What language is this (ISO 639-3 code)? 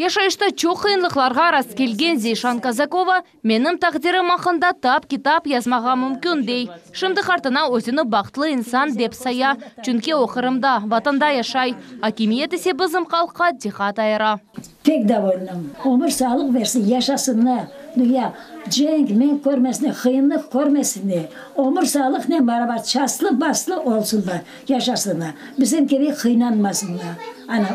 crh